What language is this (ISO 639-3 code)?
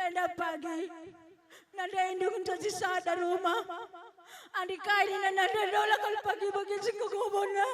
btx